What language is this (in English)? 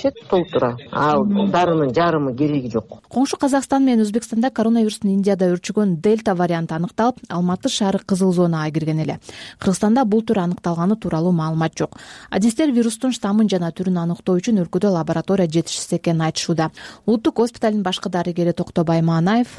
Kyrgyz